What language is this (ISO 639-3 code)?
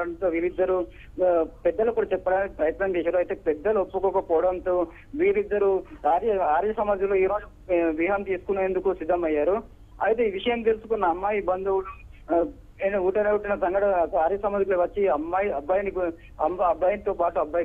tel